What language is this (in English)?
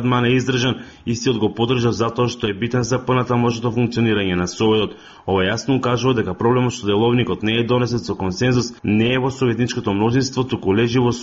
Macedonian